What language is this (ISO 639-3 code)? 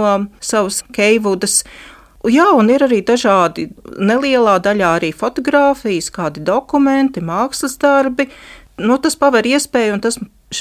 lav